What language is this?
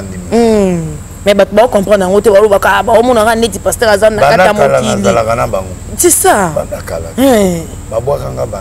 Lingala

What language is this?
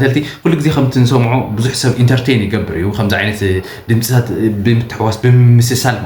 Tigrinya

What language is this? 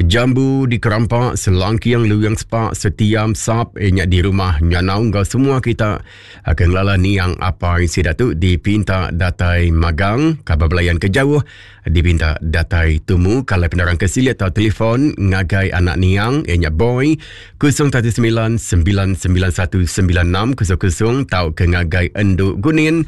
Iban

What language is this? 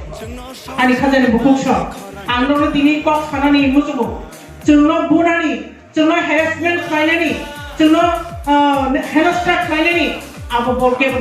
Kok Borok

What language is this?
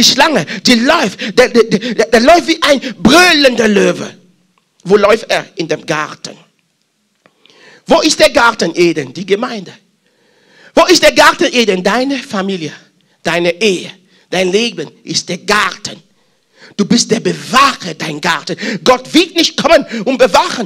German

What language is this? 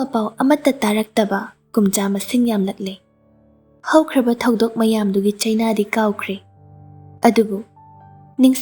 Manipuri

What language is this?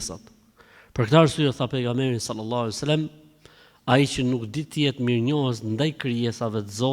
Albanian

